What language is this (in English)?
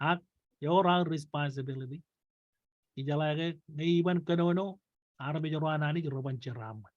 Marshallese